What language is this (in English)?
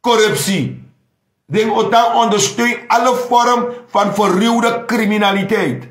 Sranan Tongo